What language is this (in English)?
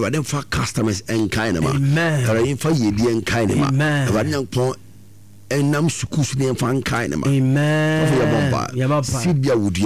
Akan